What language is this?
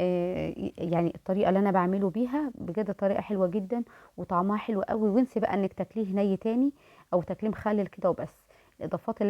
Egyptian Arabic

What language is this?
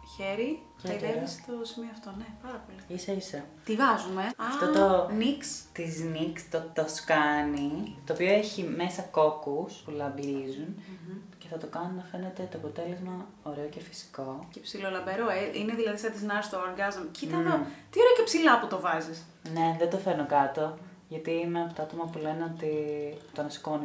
Greek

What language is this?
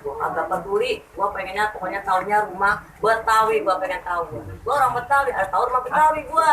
Betawi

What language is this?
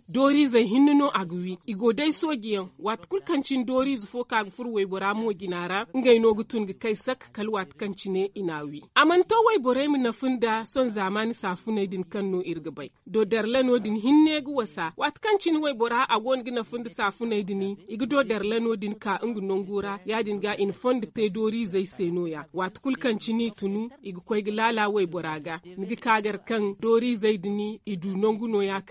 Zarma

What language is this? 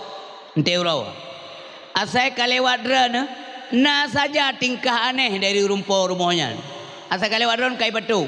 Achinese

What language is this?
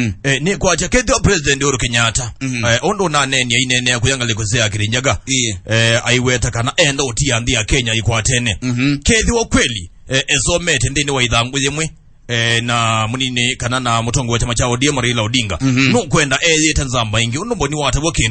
Kamba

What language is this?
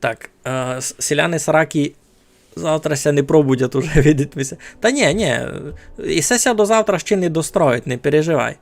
Rusyn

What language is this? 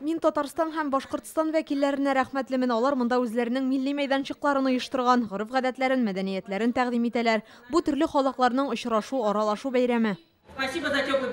Tatar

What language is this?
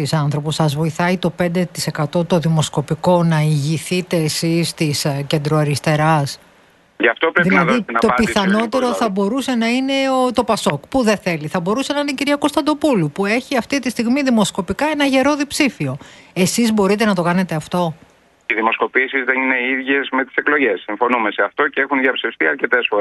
Greek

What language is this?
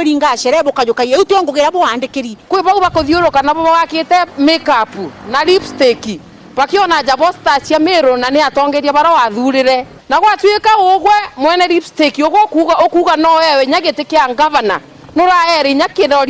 Meru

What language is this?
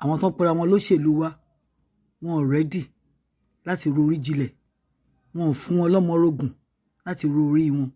Yoruba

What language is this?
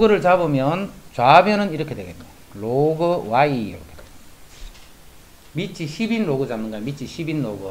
Korean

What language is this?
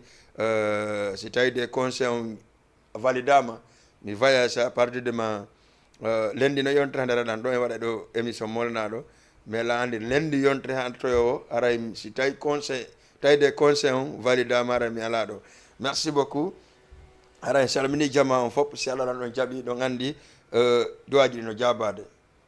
Fula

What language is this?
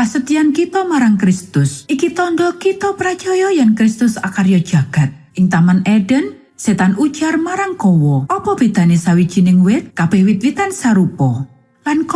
Javanese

